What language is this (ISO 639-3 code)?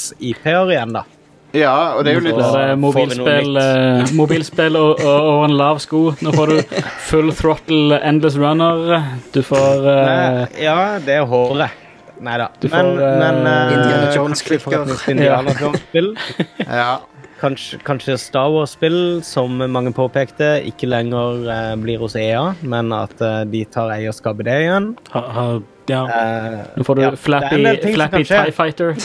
nor